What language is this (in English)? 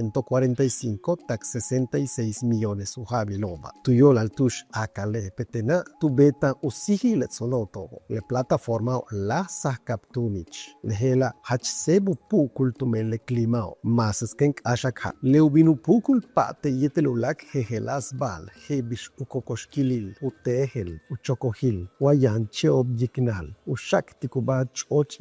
Yucateco